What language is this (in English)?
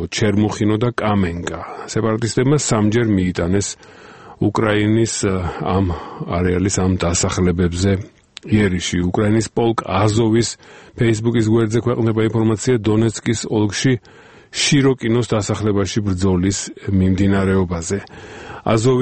Georgian